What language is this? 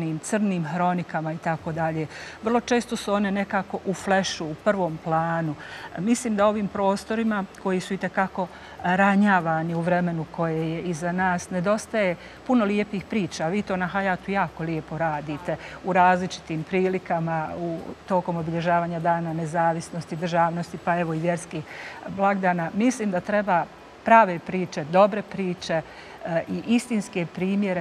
Bosnian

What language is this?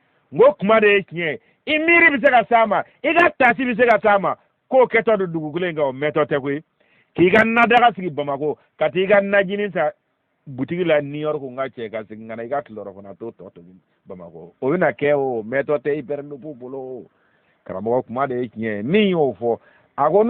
Bambara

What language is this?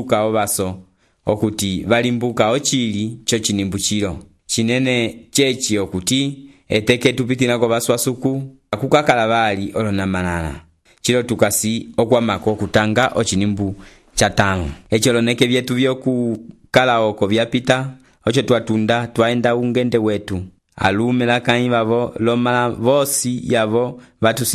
Umbundu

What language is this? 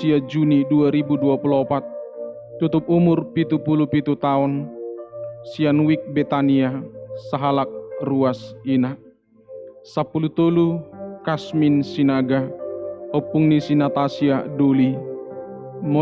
Batak Toba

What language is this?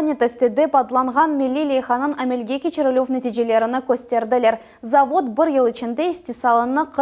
Crimean Tatar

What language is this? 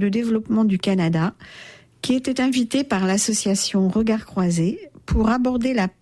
French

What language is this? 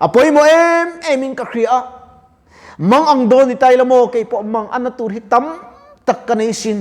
Mizo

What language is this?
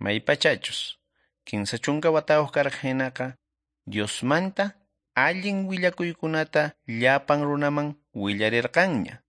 Quechua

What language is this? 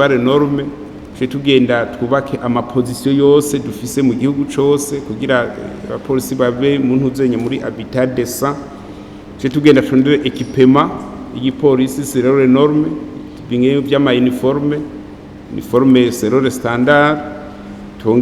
Rundi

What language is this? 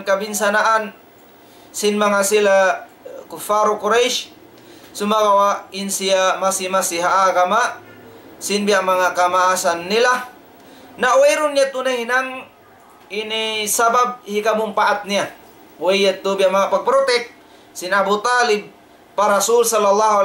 Tausug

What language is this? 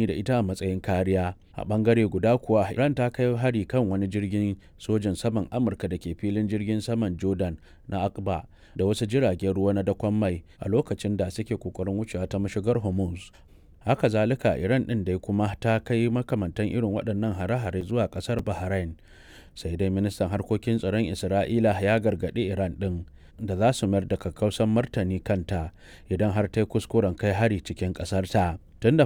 Hausa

